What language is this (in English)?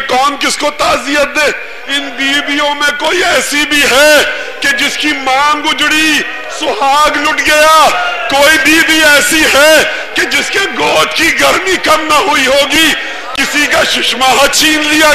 Urdu